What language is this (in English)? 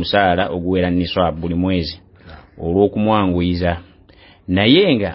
Ganda